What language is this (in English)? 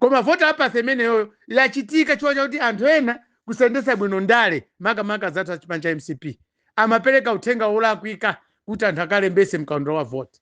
Nyanja